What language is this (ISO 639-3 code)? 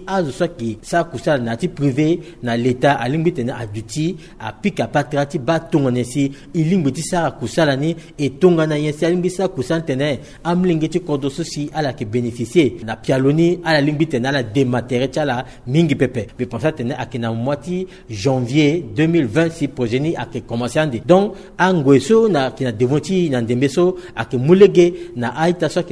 sag